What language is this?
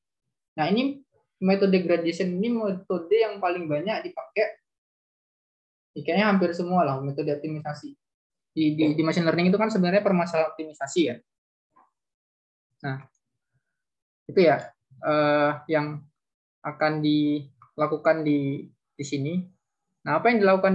Indonesian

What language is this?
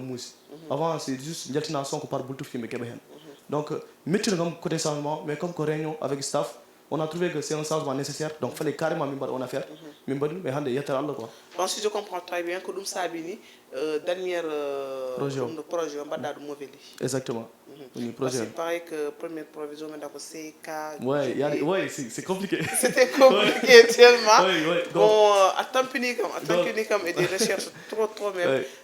Fula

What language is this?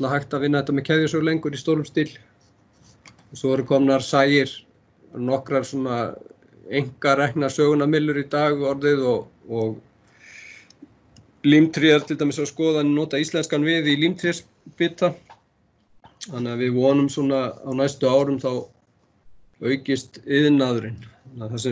Icelandic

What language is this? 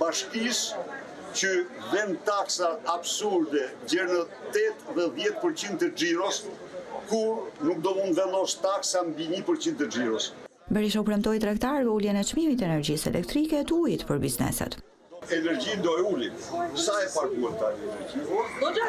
Albanian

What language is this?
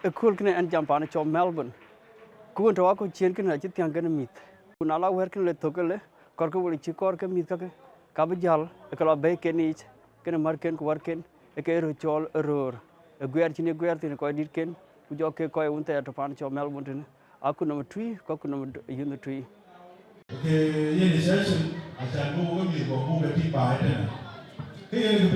Dinka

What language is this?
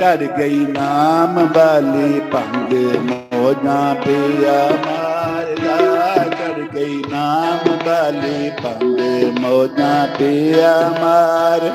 Dogri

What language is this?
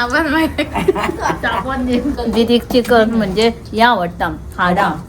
Konkani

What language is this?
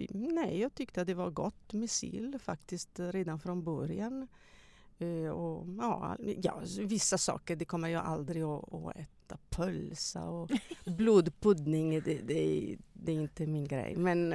Swedish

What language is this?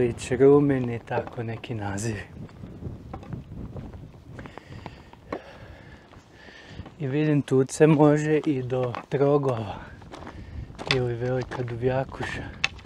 Croatian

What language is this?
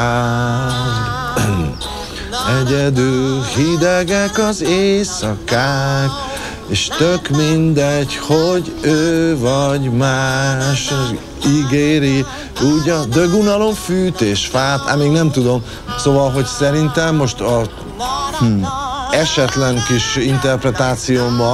Hungarian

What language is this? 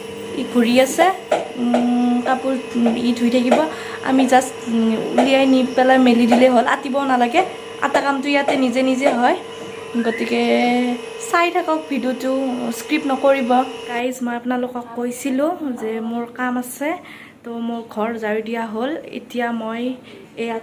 Assamese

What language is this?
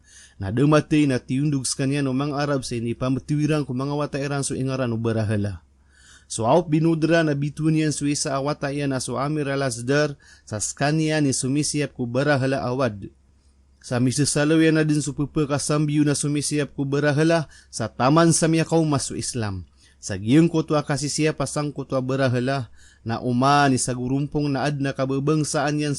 Maranao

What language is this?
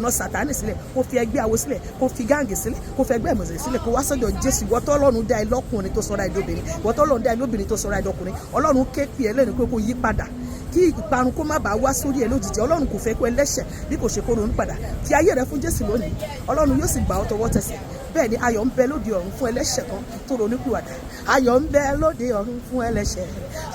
Yoruba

